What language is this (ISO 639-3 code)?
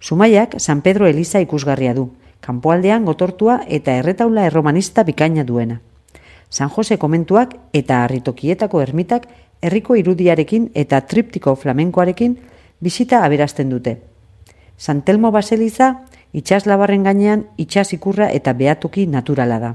eus